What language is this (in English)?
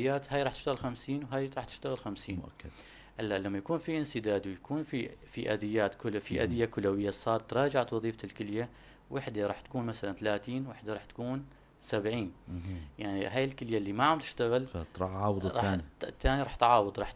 North Levantine Arabic